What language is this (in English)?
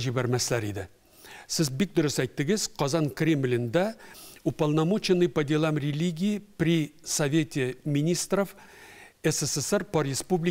Tatar